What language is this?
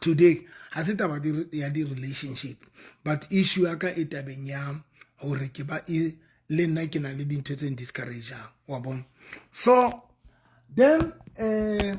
Southern Sotho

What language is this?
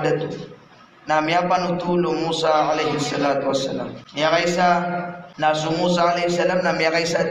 Maranao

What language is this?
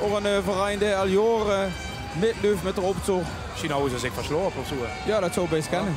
Limburgish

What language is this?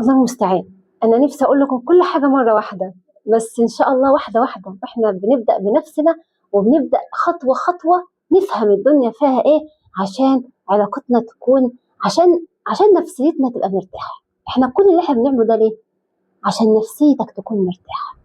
Egyptian Arabic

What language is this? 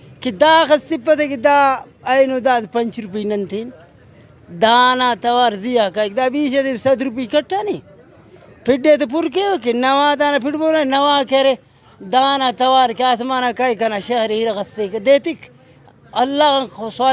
Brahui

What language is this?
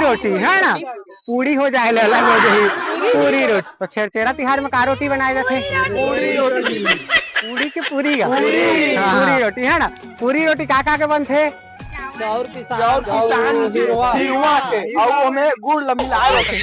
Chhattisgarhi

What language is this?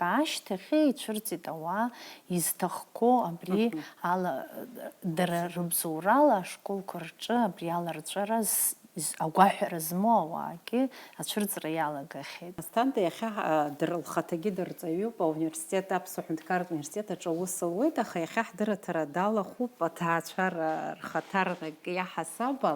Abkhazian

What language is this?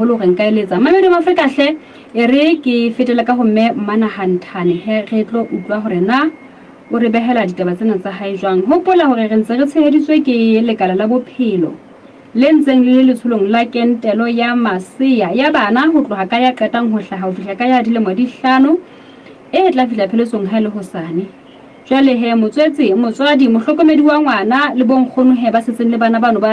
Southern Sotho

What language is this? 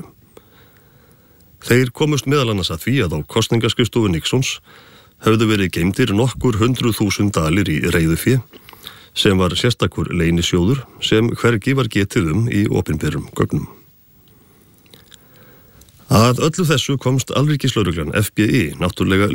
Icelandic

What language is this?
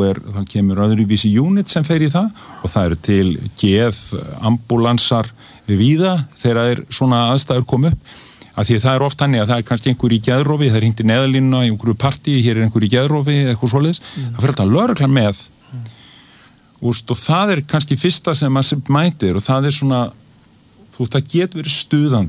Icelandic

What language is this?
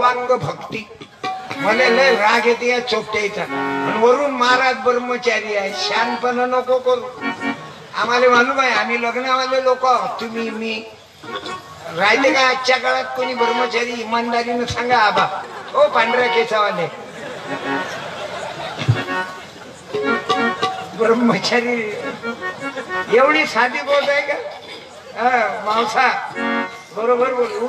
Marathi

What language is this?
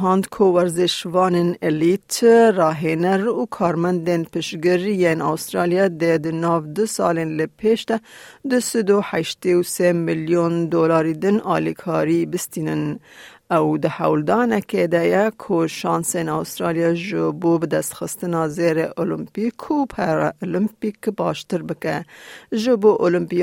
Kurdish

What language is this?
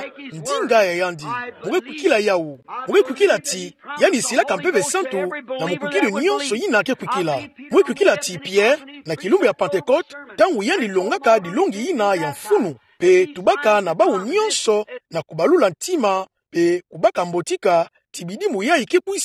Kituba (Democratic Republic of Congo)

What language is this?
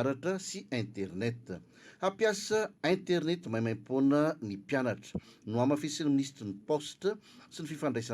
Malagasy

